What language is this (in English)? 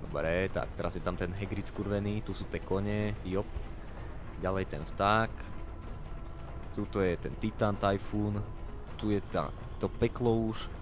Slovak